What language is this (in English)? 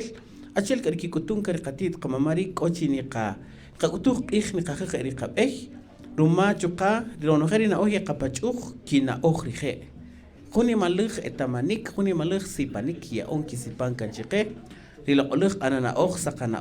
Kaqchikel